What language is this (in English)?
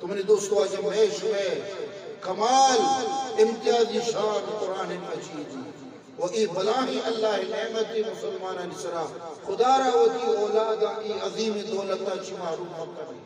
Eastern Balochi